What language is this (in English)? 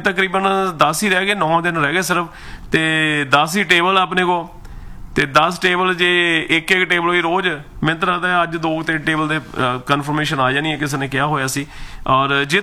Punjabi